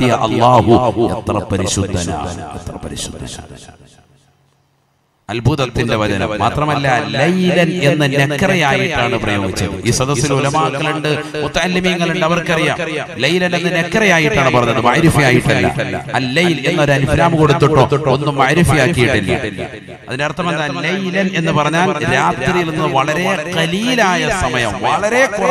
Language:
Malayalam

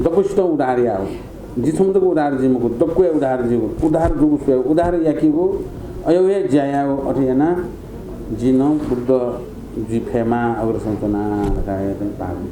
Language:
Newari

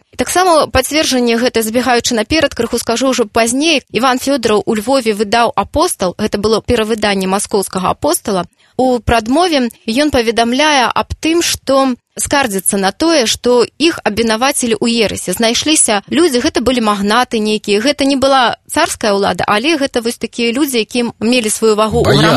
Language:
Belarusian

